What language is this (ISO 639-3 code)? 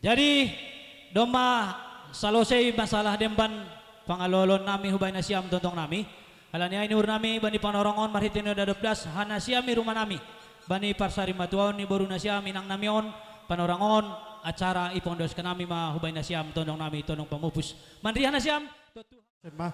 bts